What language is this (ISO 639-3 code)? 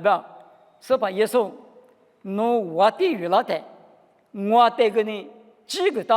lis